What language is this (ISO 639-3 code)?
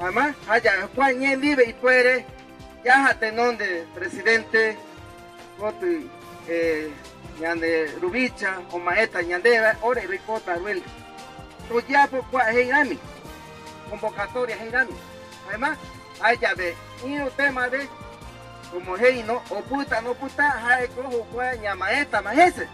grn